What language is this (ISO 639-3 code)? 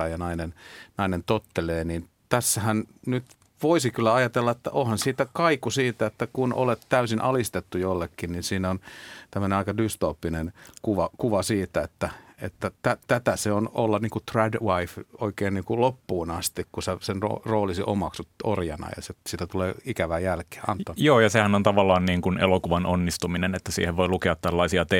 fin